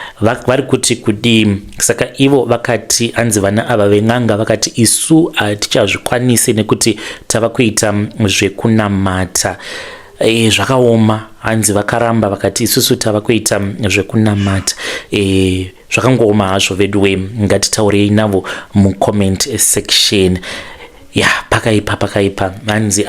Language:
Shona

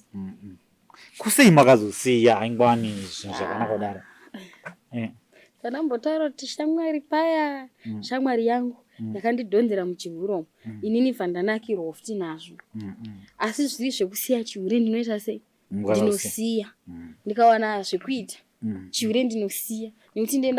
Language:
Shona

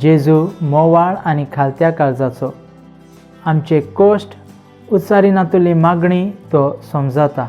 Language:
Konkani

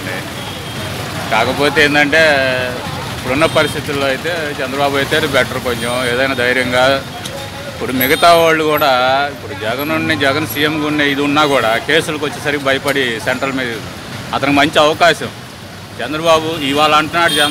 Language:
Telugu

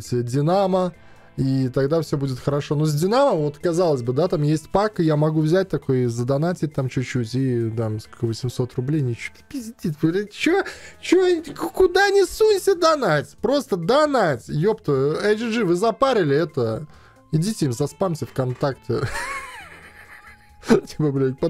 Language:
Russian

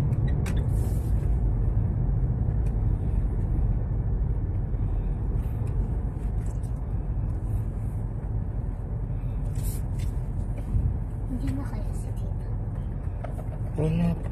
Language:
Filipino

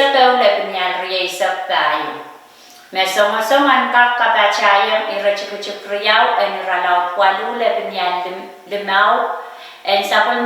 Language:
Pohnpeian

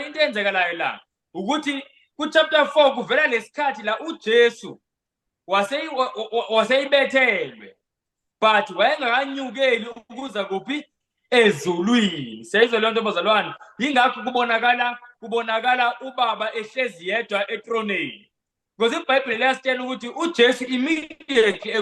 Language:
Zulu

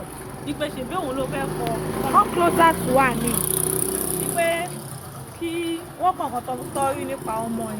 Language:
Yoruba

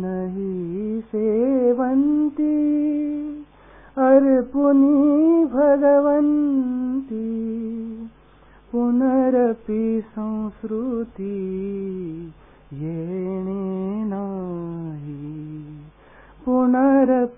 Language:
Marathi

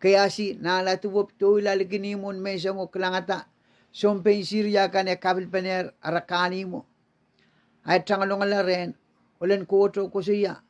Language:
Pohnpeian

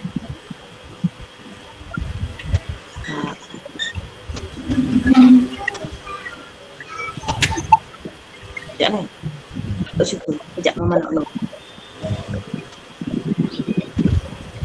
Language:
Malay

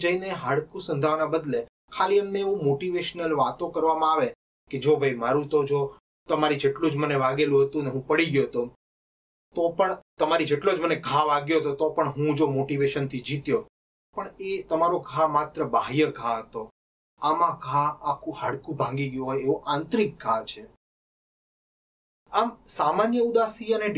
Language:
Gujarati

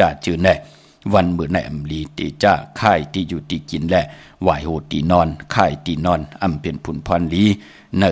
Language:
Shan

